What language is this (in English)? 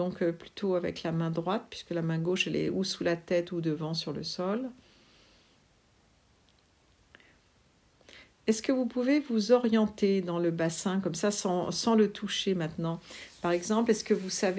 French